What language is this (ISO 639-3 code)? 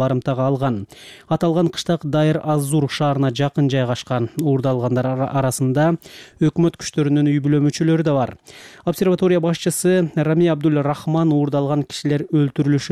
kir